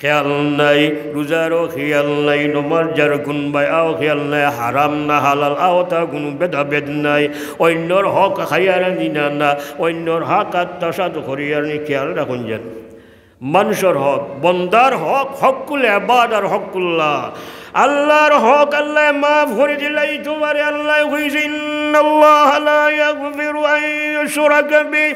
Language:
Sylheti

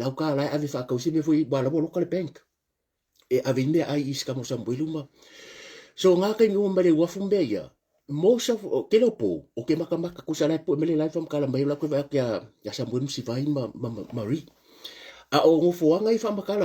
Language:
Samoan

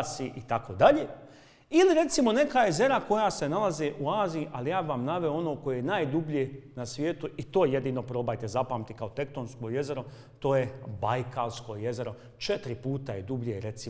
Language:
Bosnian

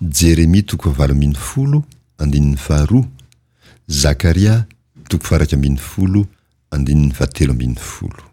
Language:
Malagasy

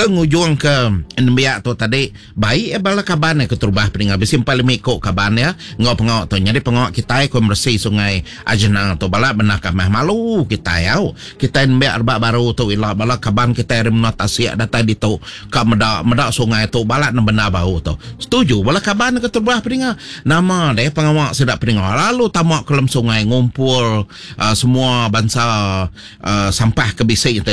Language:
Iban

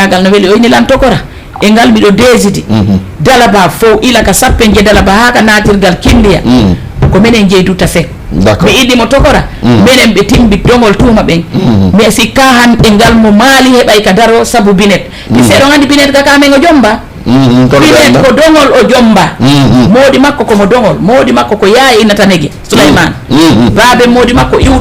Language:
Fula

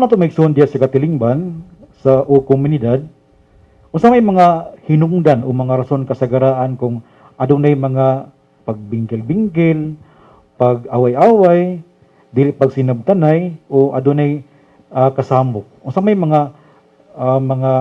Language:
Cebuano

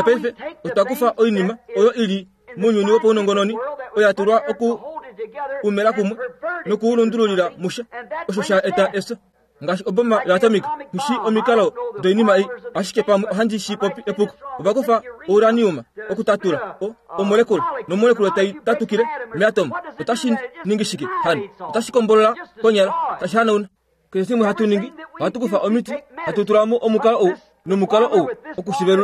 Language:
Kuanyama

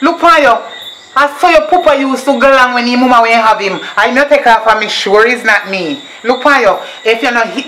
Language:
Jamaican Creole English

